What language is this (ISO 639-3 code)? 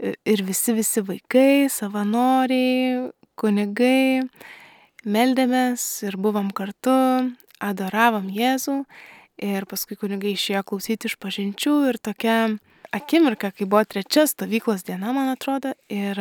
lit